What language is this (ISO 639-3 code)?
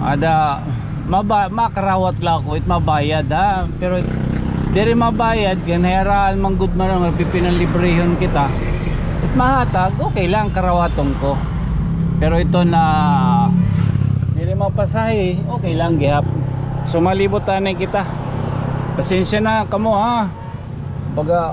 war